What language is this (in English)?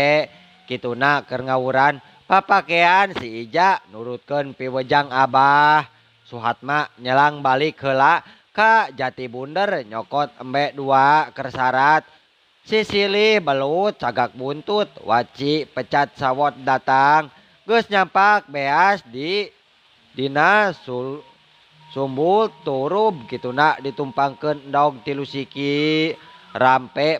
Sundanese